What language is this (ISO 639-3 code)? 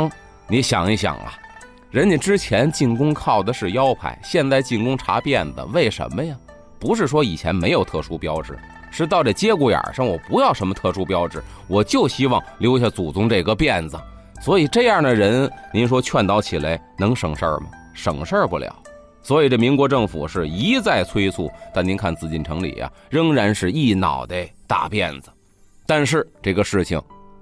zho